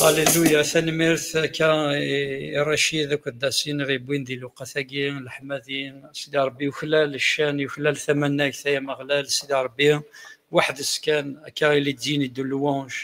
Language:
Kabyle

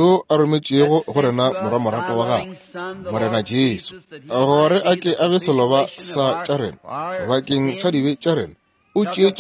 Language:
Northern Sotho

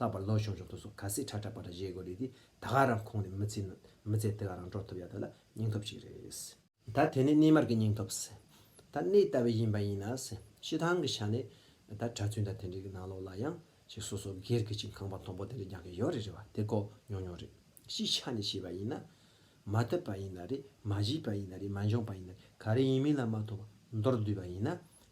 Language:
Tibetan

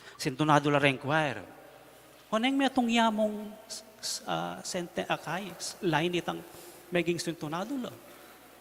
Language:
Pampanga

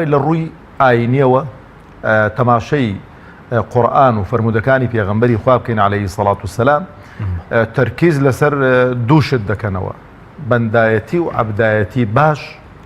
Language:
Central Kurdish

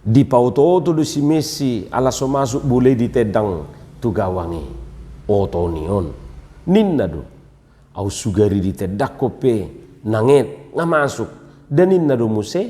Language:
Batak Toba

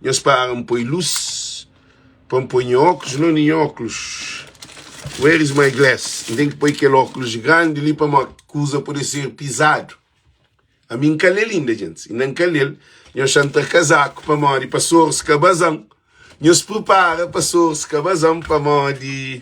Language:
Kabuverdianu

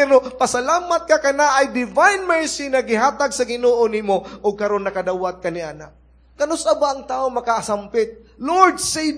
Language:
Cebuano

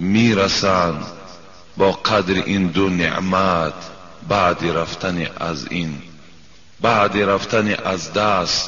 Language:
Tajik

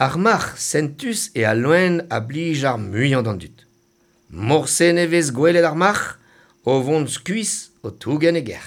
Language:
Breton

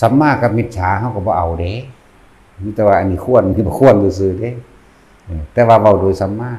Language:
Northeastern Thai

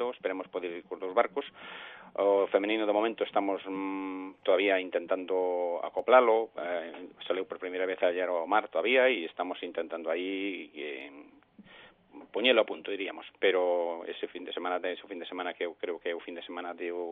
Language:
Galician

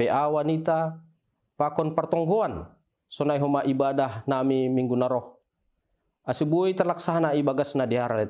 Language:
Batak Simalungun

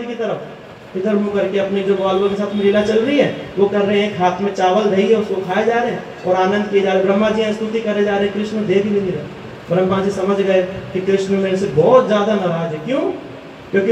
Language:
Hindi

